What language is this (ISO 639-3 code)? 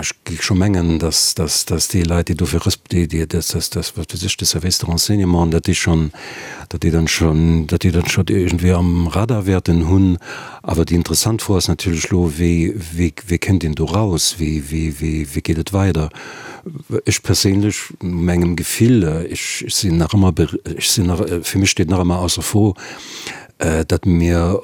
ltz